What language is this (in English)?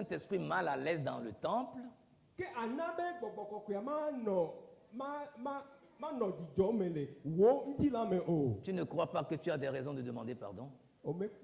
Ewe